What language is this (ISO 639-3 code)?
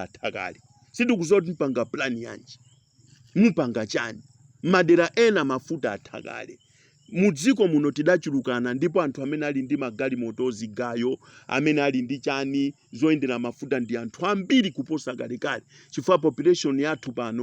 nya